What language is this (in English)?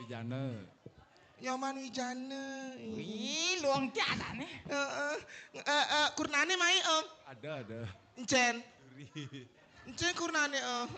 Balinese